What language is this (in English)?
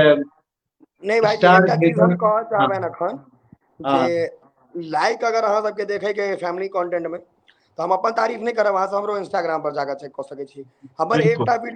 Maithili